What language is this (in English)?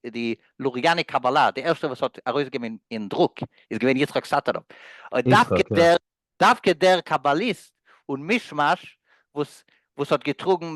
Yiddish